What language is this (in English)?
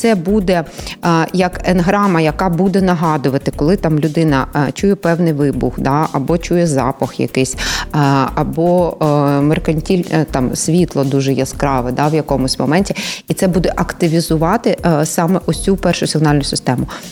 Ukrainian